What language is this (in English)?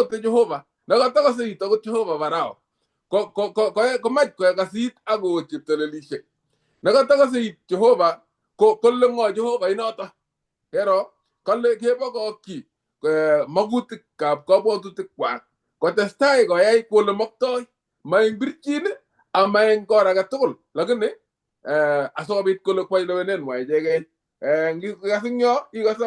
Kalenjin